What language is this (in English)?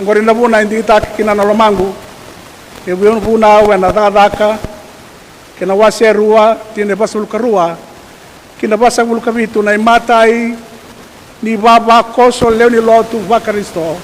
Fijian